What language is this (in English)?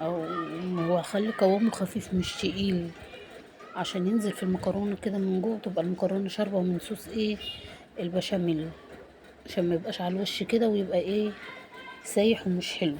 Egyptian Arabic